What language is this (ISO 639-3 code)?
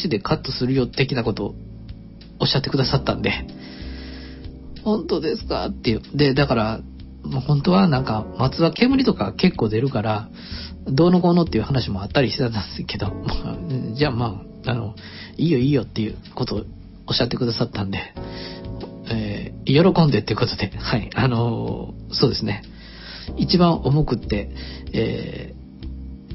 jpn